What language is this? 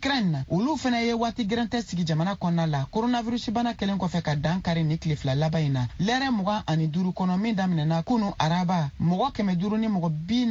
Bambara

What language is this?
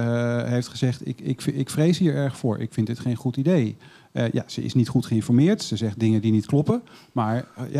Dutch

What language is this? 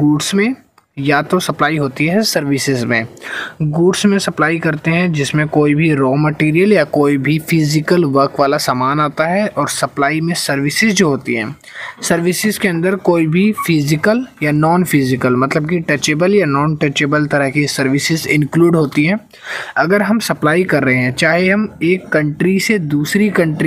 Hindi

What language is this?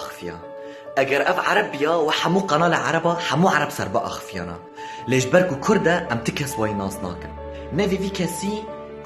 Kurdish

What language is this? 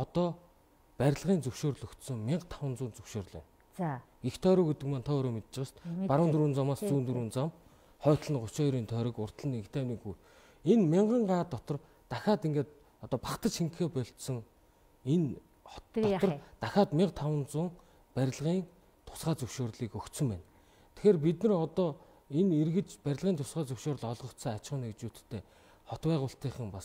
Mongolian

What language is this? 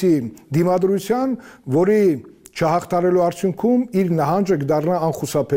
Armenian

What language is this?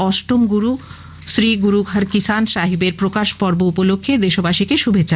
Bangla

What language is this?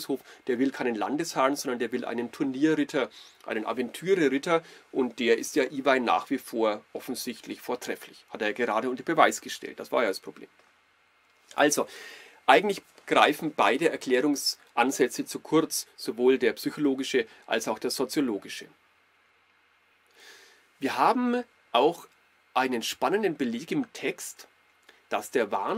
German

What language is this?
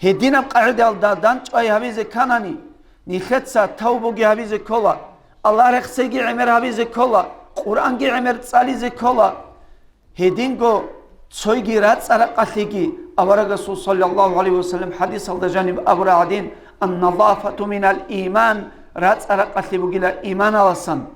Avaric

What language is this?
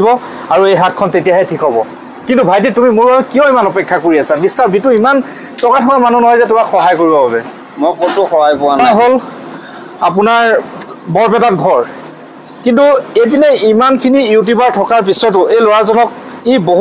Assamese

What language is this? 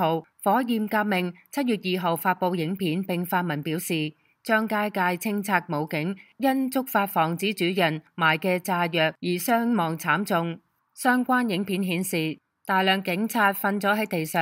Cantonese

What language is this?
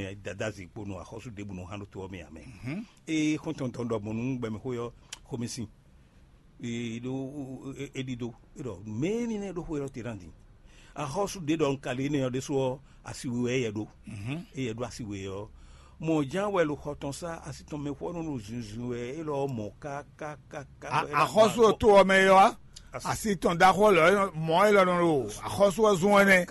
Fon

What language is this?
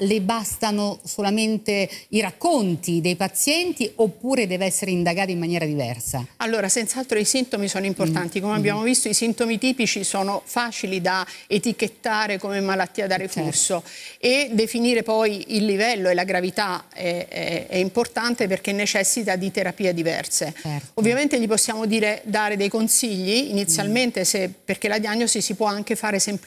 Italian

